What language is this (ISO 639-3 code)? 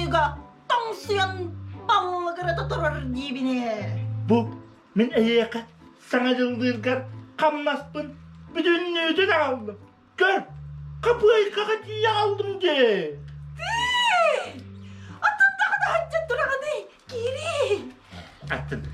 sah